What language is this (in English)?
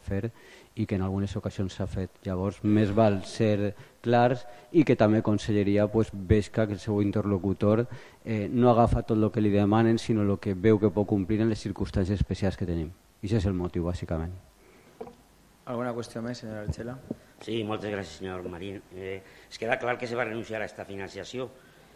Catalan